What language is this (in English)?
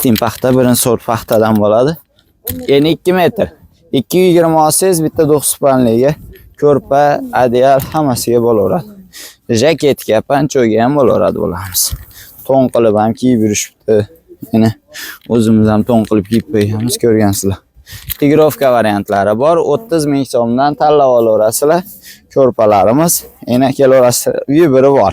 Uzbek